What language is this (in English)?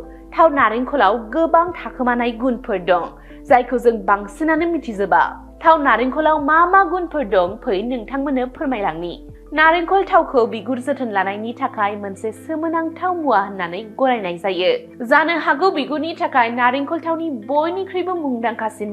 Bodo